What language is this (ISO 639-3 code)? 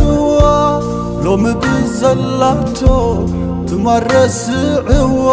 tir